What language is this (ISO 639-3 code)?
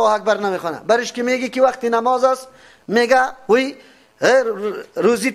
fas